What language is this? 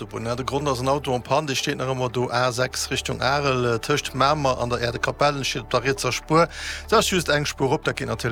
Luxembourgish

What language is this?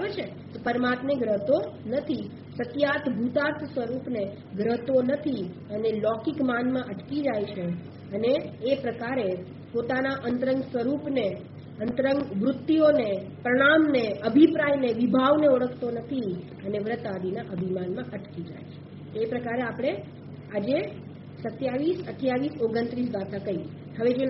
Gujarati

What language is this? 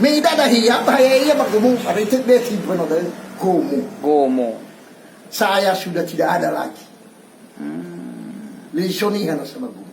Nias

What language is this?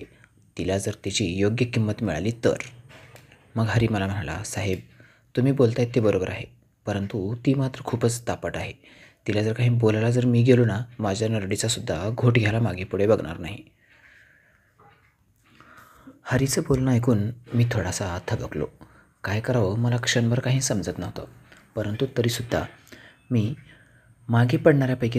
Marathi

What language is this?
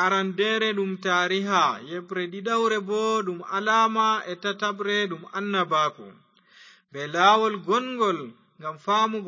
Fula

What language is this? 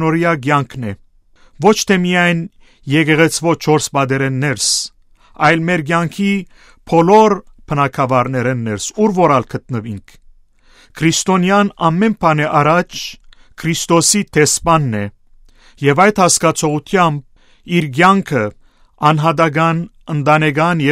Western Armenian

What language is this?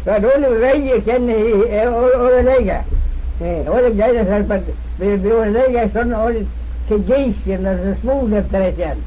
Manx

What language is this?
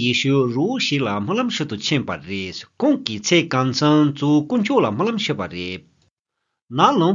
Tibetan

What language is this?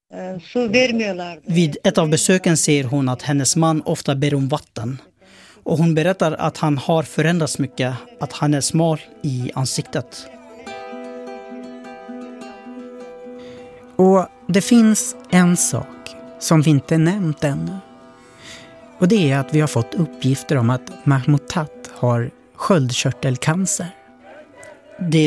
Swedish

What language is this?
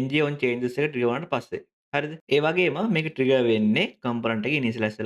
Sinhala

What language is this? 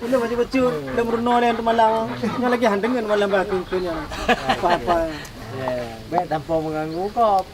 Achinese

